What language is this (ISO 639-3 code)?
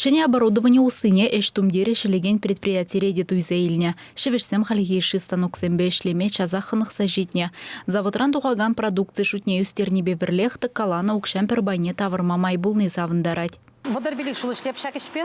chv